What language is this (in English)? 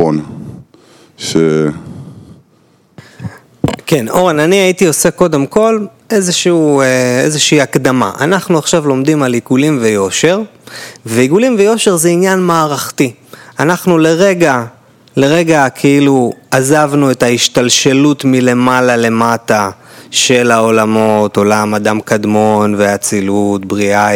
Hebrew